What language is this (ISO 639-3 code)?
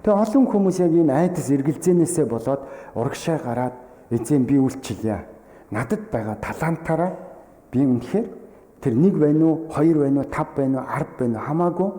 mon